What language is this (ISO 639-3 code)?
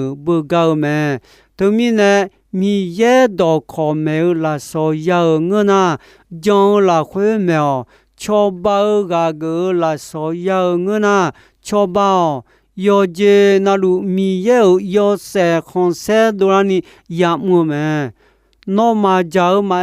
ahk